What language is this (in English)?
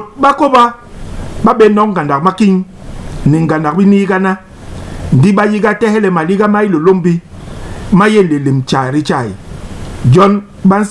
Basaa